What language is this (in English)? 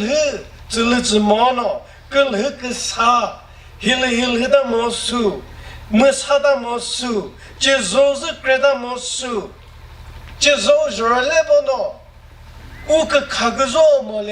Chokri Naga